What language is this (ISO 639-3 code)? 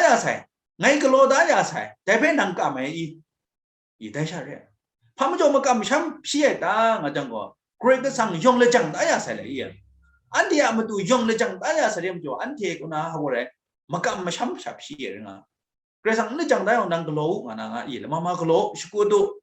kac